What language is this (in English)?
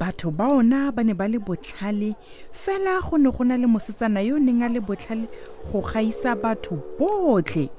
Tswana